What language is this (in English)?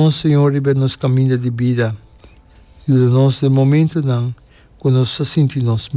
Papiamento